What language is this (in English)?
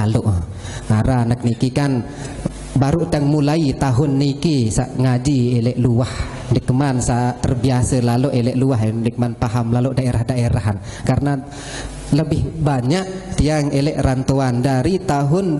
Sasak